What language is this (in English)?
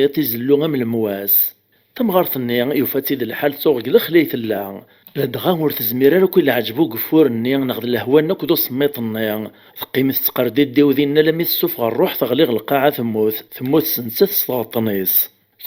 Kabyle